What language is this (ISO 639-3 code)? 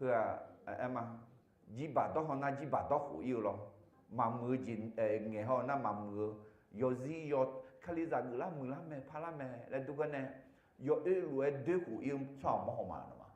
ahk